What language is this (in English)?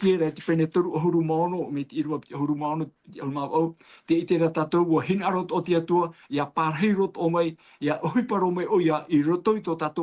Tahitian